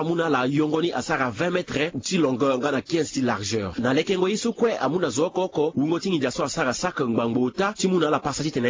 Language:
Sango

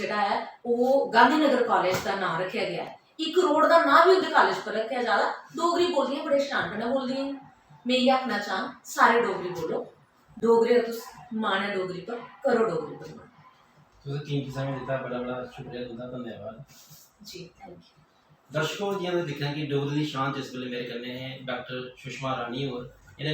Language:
Dogri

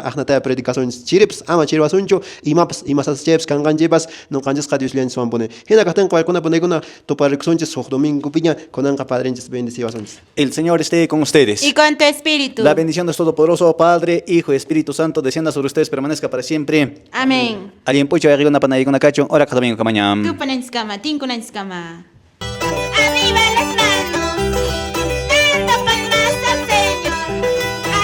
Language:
Quechua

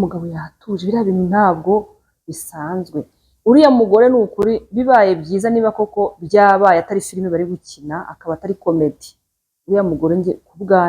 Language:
Kinyarwanda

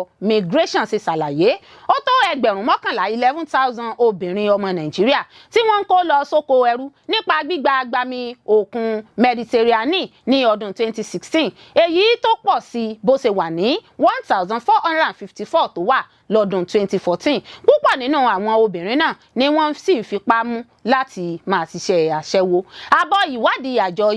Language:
Yoruba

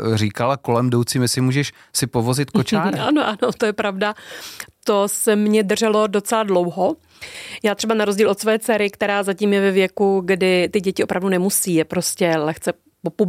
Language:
Czech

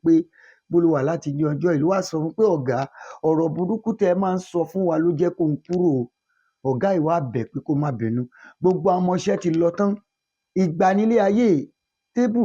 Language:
Yoruba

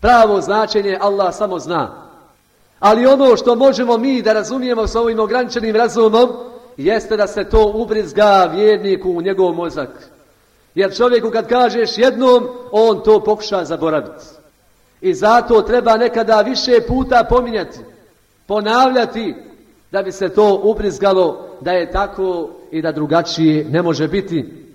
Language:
Bosnian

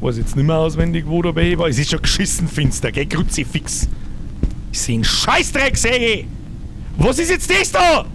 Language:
Bavarian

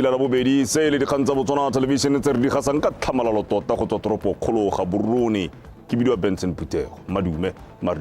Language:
Tswana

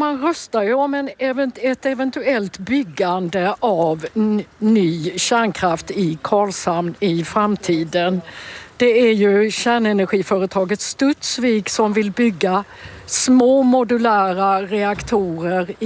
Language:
Swedish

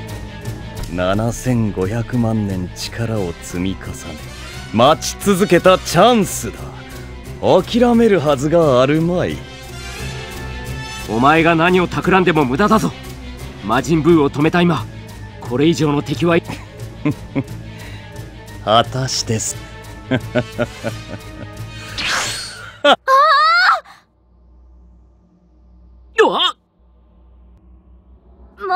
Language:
Japanese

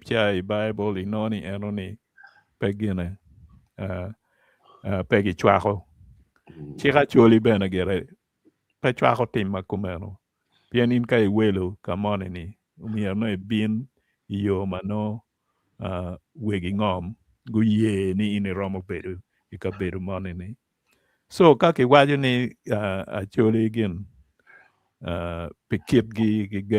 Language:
Acoli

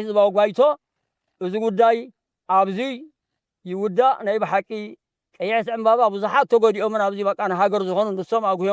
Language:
Tigrinya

